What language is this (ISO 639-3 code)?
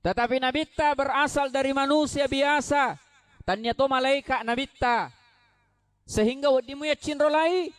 bug